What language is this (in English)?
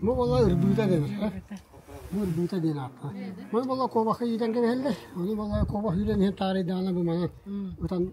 Yakut